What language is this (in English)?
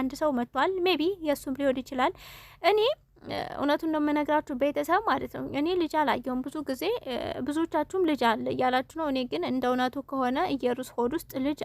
Amharic